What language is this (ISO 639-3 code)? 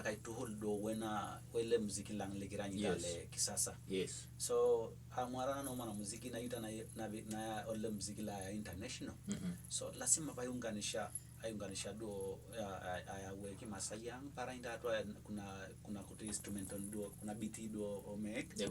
mas